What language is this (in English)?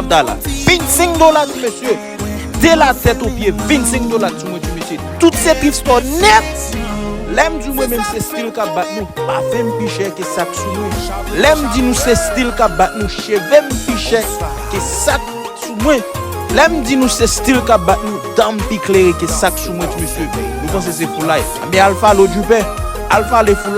Haitian Creole